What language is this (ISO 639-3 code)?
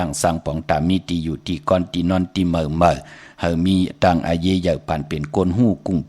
shn